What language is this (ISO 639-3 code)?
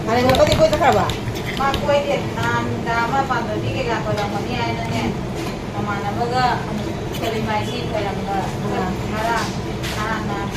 mni